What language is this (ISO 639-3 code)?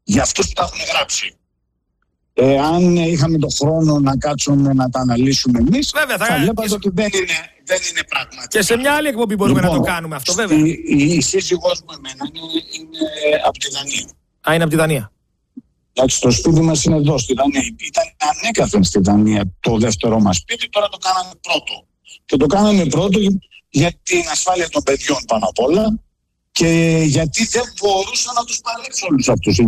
ell